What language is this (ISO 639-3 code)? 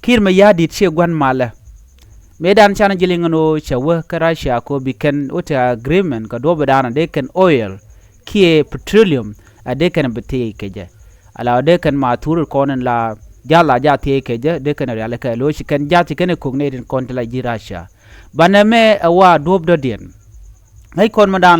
nus